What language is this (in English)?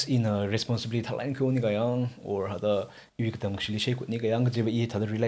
Tangkhul Naga (India)